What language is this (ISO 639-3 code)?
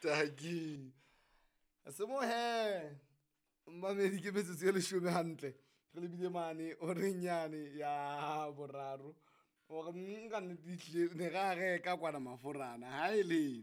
sot